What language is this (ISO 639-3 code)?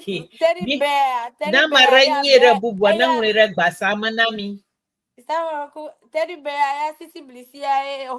ewe